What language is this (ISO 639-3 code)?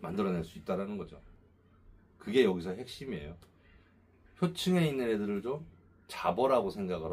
kor